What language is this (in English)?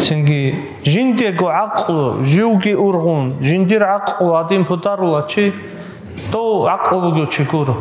Avaric